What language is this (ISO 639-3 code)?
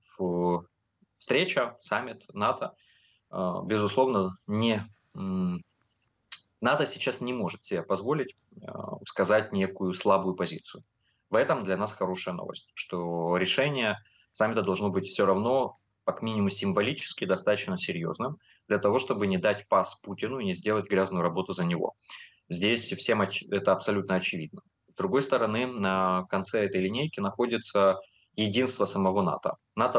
rus